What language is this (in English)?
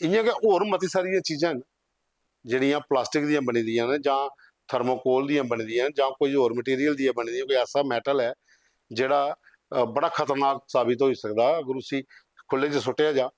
Dogri